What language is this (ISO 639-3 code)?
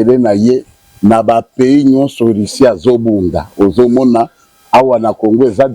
lin